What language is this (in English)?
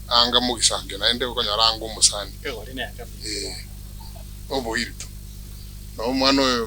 Gusii